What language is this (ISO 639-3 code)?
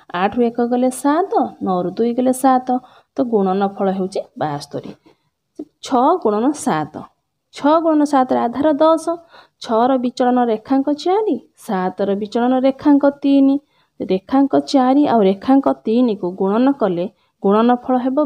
ori